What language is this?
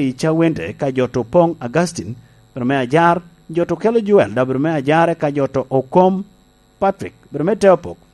Lango (Uganda)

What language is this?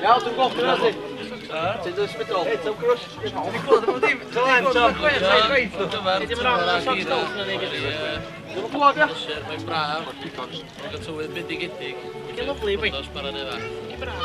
Welsh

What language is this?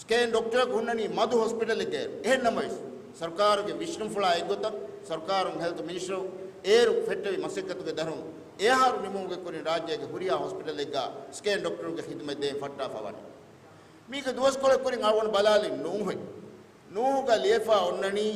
Divehi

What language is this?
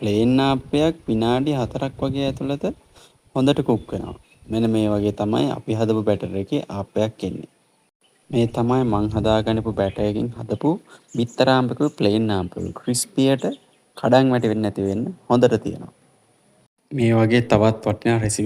Sinhala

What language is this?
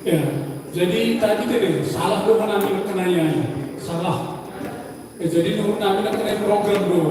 Batak Simalungun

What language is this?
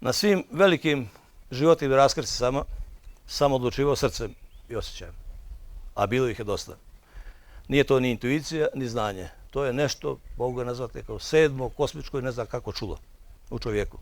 Bosnian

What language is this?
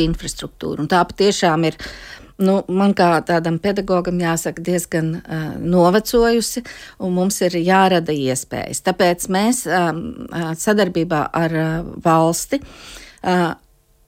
Latvian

